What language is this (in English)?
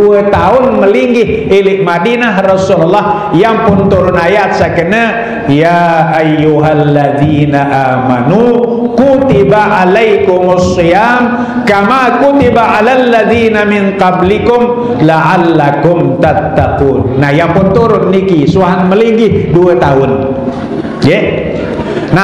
Sasak